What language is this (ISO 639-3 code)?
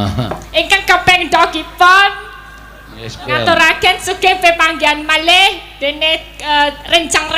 jav